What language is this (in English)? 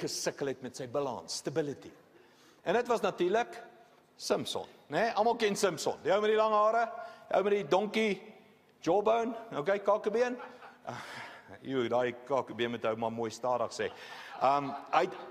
Afrikaans